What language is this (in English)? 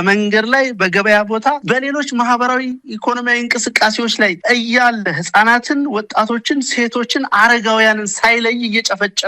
Amharic